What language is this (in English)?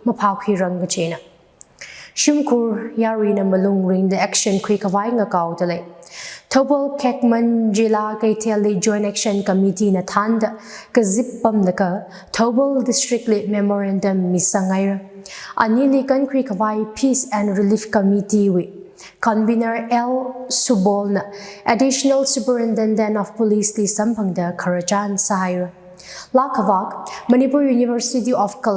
Tangkhul Naga (India)